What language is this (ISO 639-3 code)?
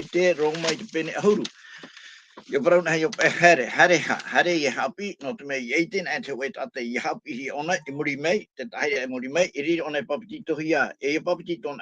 tah